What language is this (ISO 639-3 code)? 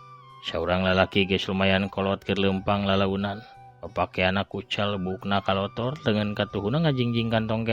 sun